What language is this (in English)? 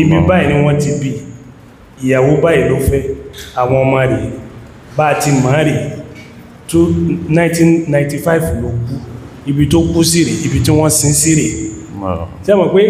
Yoruba